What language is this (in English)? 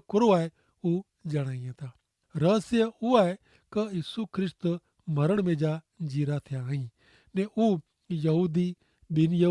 Kachhi